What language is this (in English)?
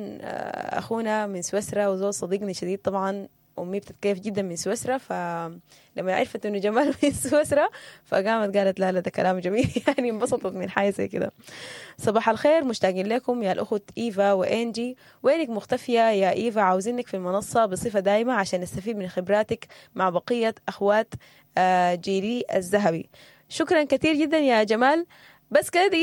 Sudanese Arabic